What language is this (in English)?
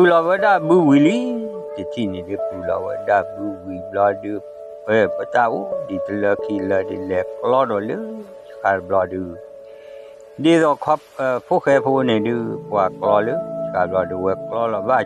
S'gaw Karen